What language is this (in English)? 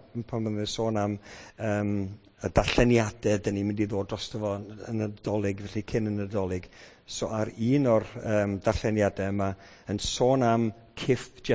Welsh